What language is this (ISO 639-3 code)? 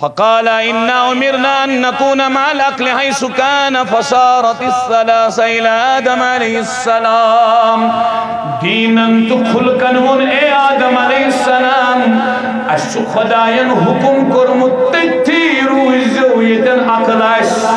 kas